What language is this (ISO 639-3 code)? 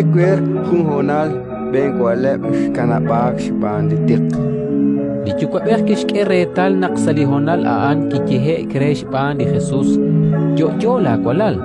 kek